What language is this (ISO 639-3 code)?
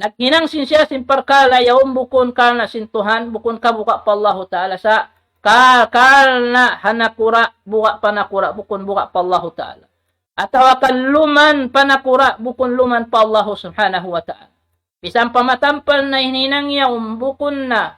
tsg